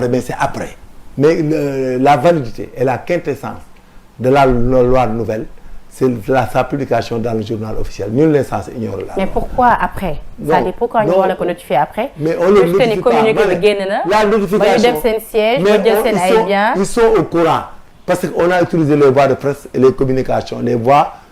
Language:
Wolof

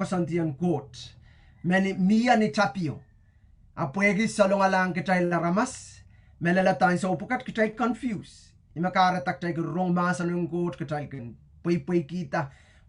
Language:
Pohnpeian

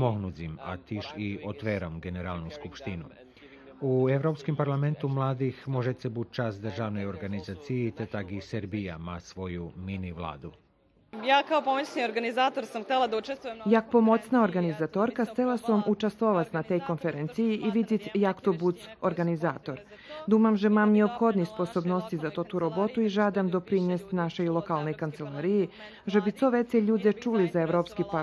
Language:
Rusyn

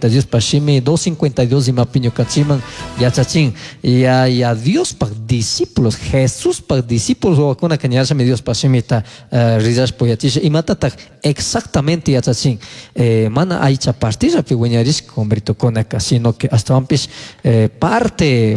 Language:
Chimborazo Highland Quichua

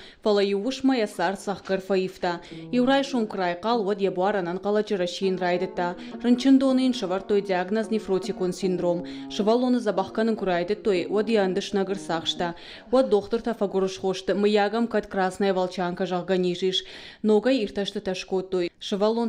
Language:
Ossetic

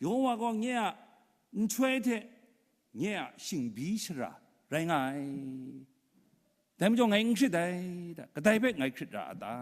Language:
Kachin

